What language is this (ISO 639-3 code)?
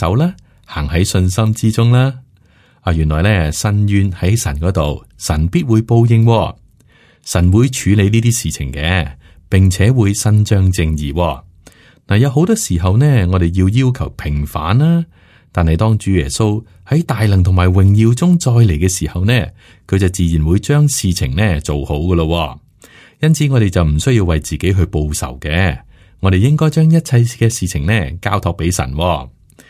yue